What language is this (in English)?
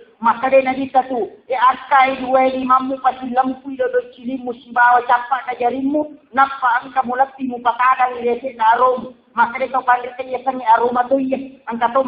Buginese